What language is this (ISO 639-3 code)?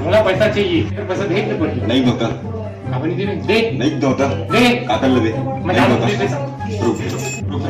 hne